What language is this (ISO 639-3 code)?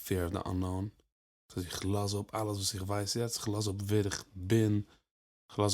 yid